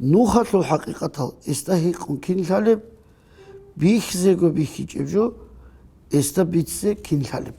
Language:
Avaric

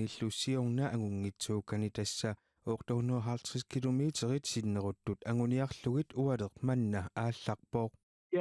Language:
Kalaallisut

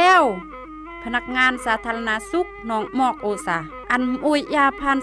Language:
Khmu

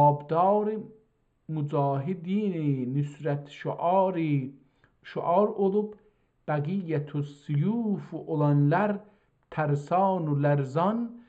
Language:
South Azerbaijani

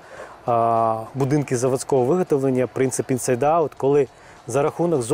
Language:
Ukrainian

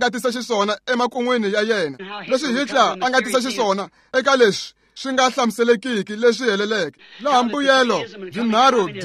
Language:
Tsonga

